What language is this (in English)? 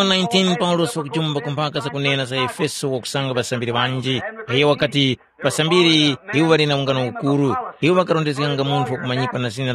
Tumbuka